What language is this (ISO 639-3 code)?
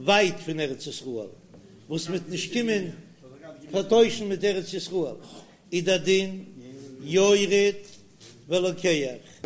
yid